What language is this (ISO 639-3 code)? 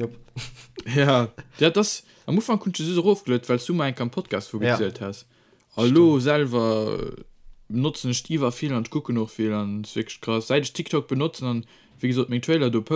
ltz